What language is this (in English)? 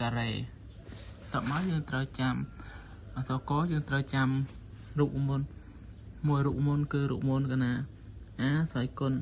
Khmer